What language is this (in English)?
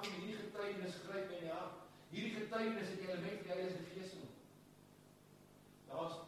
Afrikaans